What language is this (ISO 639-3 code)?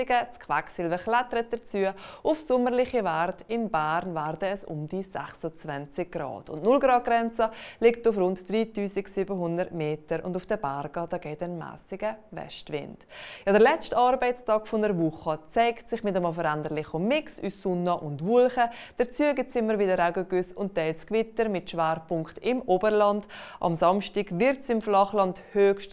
gsw